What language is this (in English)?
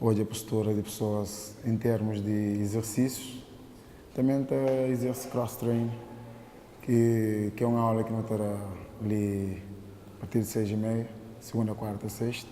Kabuverdianu